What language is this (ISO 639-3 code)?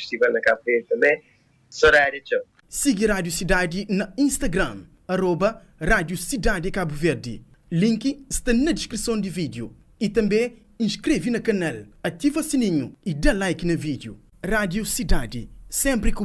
kea